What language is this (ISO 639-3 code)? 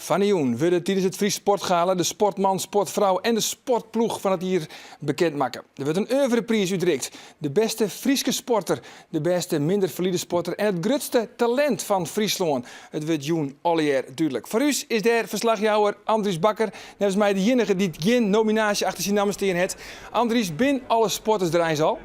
fry